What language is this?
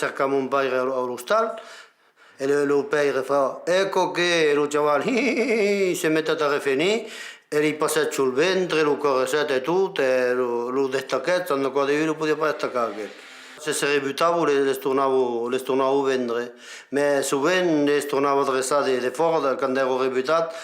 Occitan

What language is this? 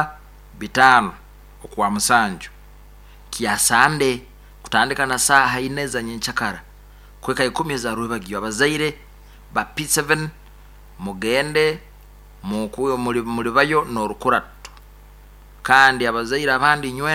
Nyankole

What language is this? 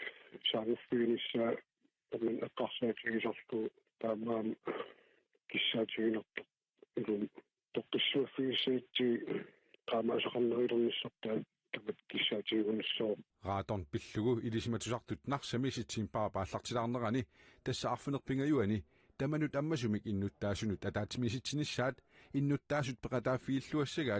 Kalaallisut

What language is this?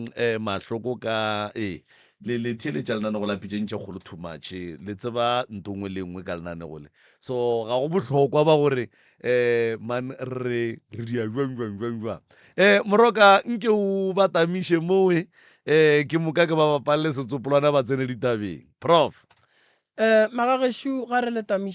Northern Sotho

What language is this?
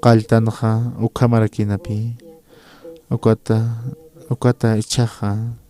Aymara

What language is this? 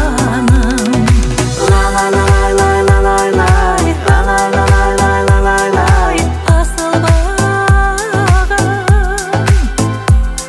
Kazakh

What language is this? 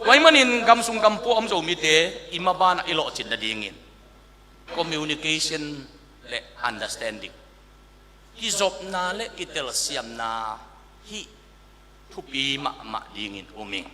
Tedim Chin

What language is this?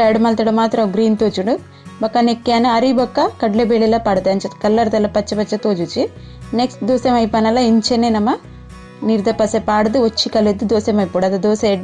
Tulu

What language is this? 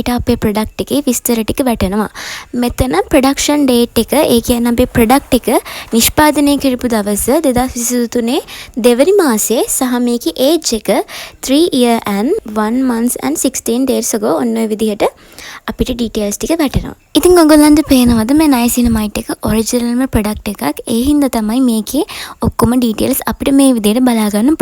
Sinhala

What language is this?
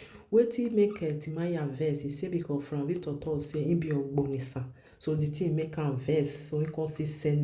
Nigerian Pidgin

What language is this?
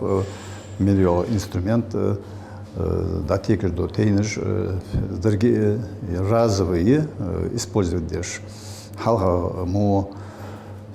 Ingush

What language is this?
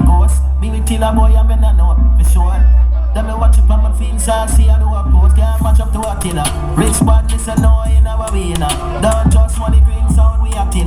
Jamaican Creole English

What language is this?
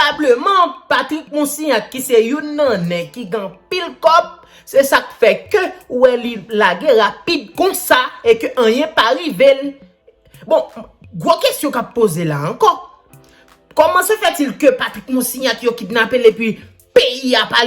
Haitian Creole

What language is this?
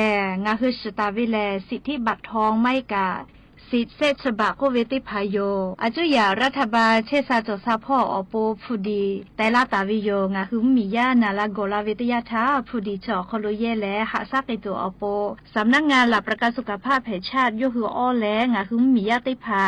Lahu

